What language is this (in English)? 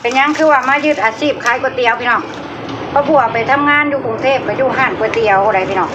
Northeastern Thai